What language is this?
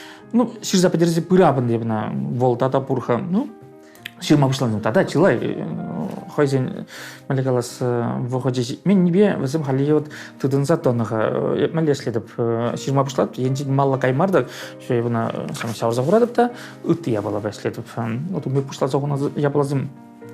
Chuvash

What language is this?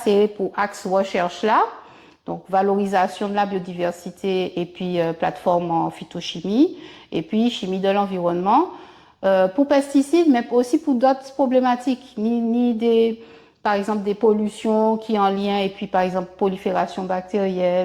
Guadeloupean Creole French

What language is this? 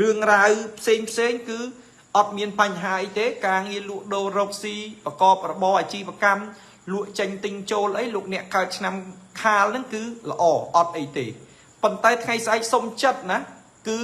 Khmer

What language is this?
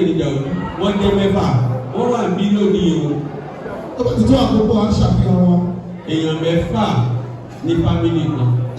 Yoruba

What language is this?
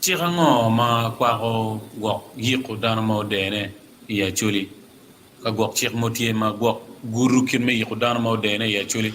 Acoli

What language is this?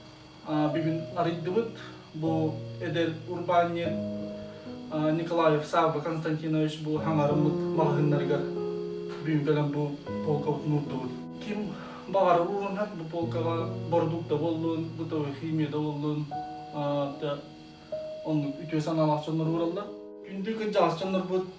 Yakut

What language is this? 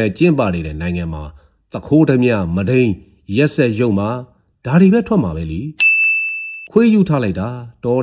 Burmese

